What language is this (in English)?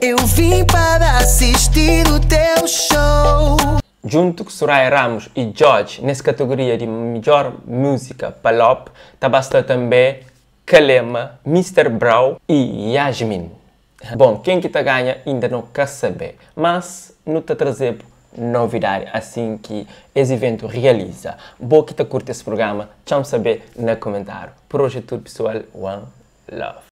Kabuverdianu